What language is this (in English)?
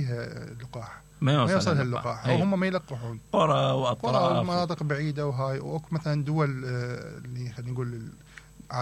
Mesopotamian Arabic